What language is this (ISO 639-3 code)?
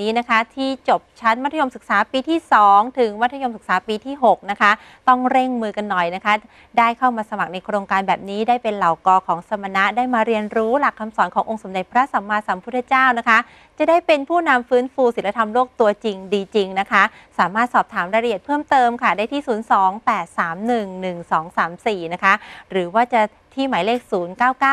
tha